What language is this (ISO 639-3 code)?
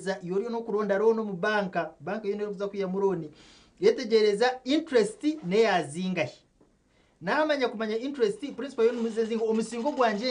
nyn